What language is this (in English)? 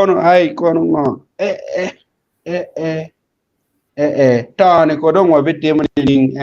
Acoli